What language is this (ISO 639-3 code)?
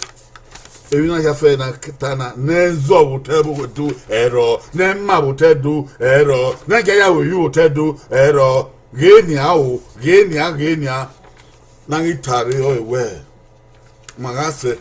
bin